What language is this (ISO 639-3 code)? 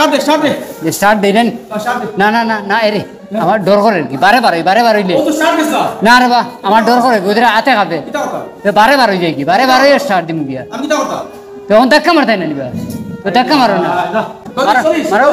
syl